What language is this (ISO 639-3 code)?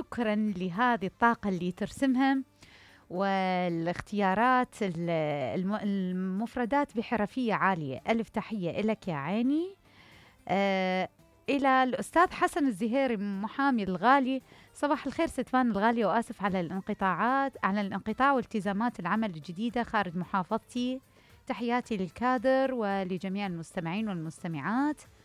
acm